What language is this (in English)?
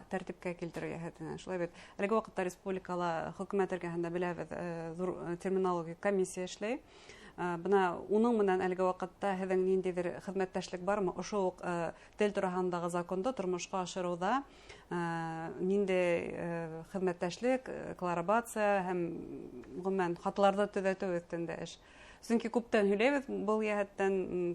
Bashkir